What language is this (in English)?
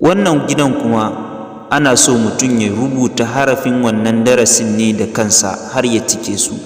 Hausa